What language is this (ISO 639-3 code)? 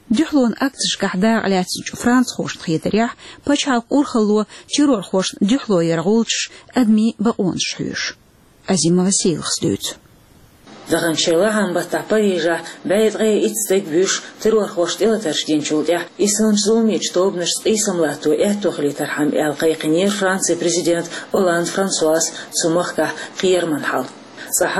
che